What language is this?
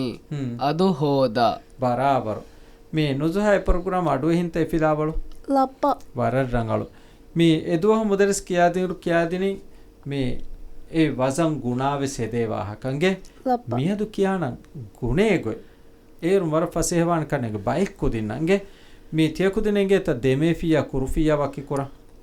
Divehi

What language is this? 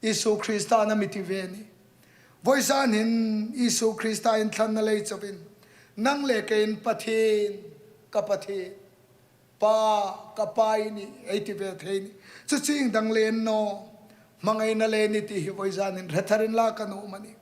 Hmar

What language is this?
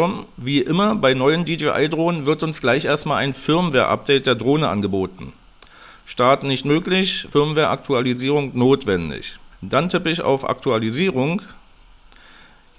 German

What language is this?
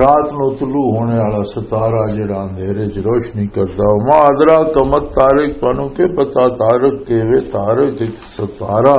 Western Panjabi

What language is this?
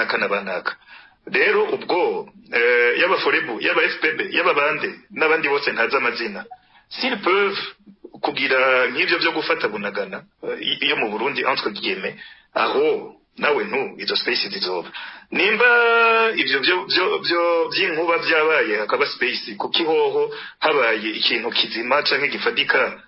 Rundi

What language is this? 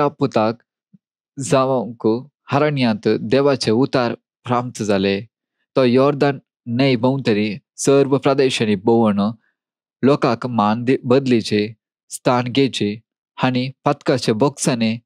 Konkani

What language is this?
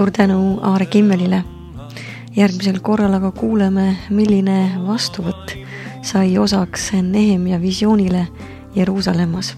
Estonian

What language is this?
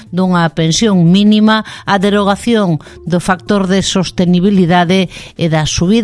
Galician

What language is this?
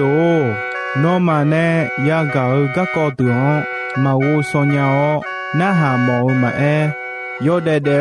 Akha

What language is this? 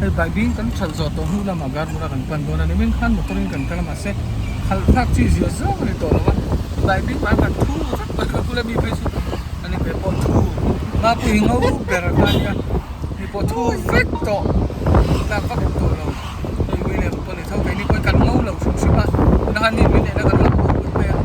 Mizo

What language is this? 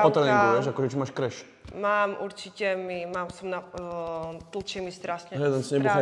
Slovak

